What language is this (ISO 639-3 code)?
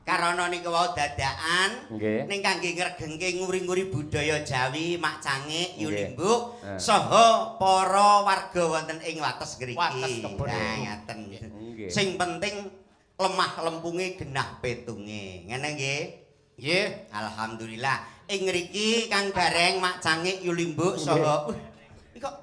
jav